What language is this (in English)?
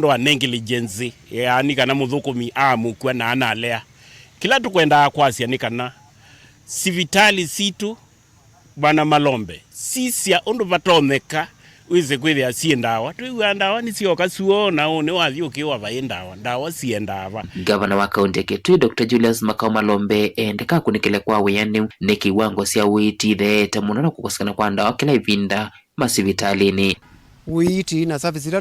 Kamba